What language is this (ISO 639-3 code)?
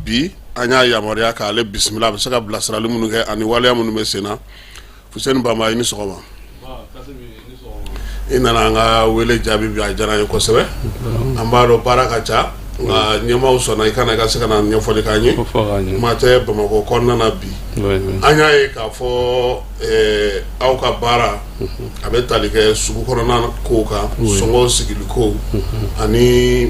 bam